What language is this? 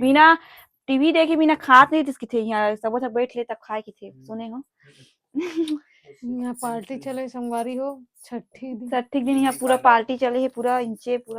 Chhattisgarhi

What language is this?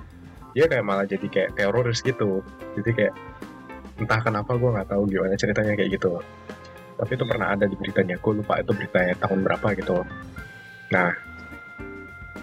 Indonesian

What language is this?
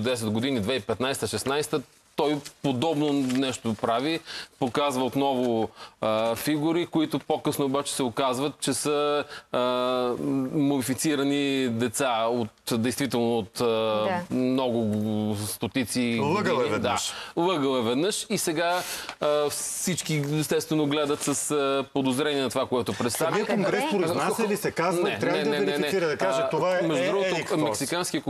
Bulgarian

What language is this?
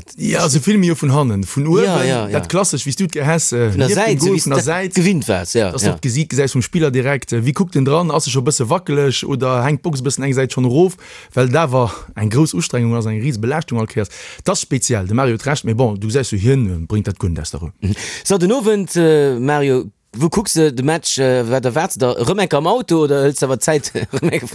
Luxembourgish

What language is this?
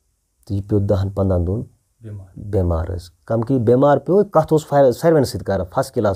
Kashmiri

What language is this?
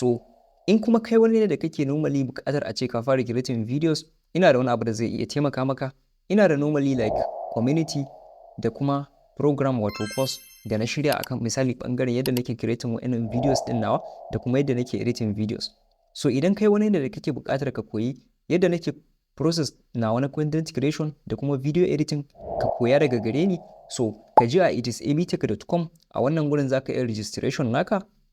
Hausa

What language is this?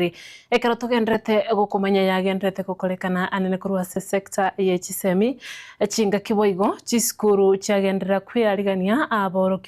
Gusii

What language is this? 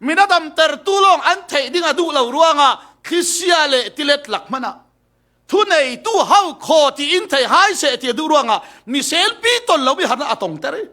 Falam Chin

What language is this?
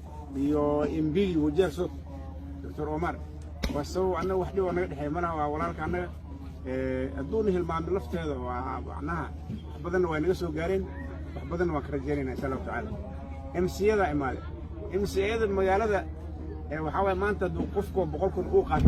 Somali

